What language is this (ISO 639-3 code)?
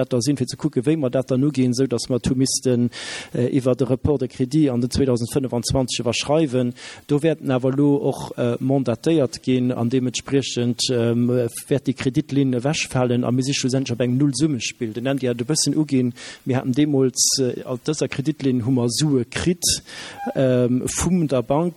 ltz